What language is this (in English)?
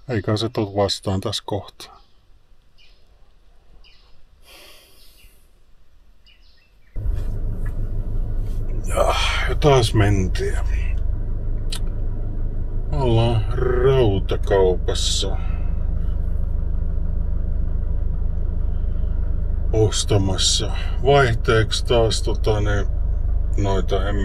Finnish